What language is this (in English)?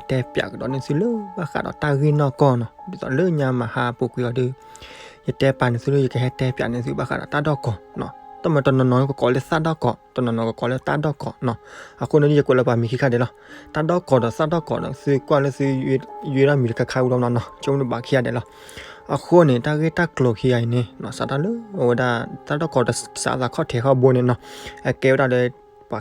S'gaw Karen